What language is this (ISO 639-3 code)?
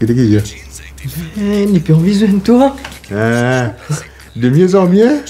mfe